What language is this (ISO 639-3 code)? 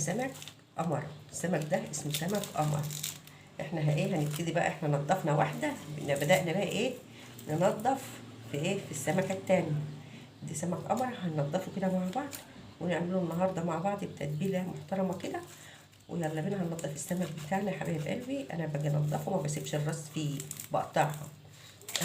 arz